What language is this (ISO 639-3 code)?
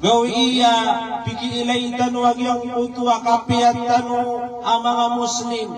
mrw